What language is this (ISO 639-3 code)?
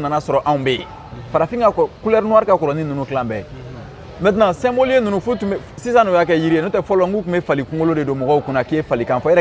bam